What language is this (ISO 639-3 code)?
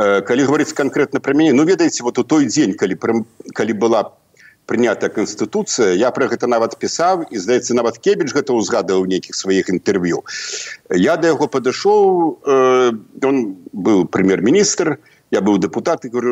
bel